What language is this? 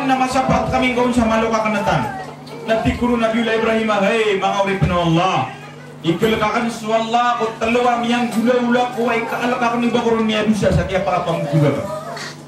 Maranao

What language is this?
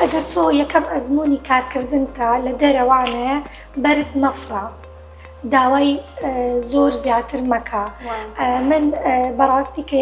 Central Kurdish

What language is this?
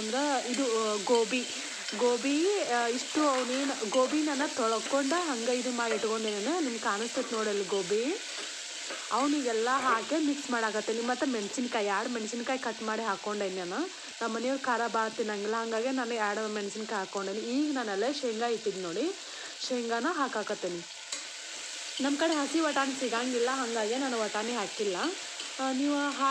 Kannada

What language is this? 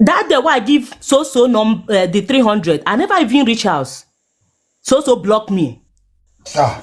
Nigerian Pidgin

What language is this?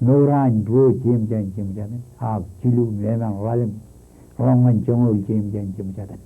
Marshallese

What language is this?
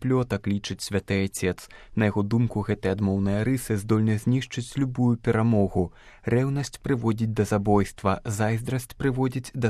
Belarusian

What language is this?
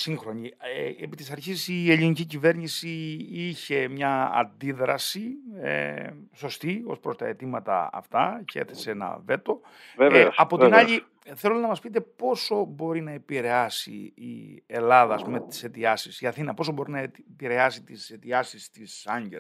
Greek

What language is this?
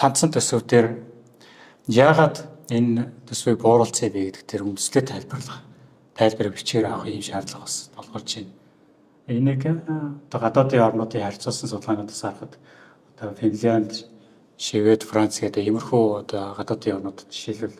Mongolian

